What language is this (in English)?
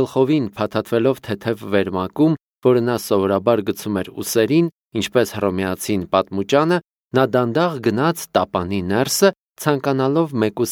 Armenian